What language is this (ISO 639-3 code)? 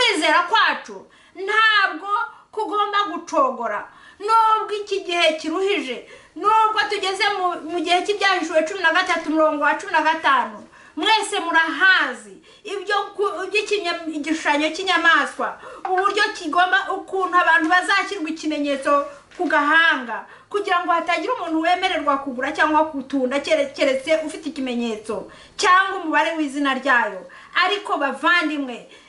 kin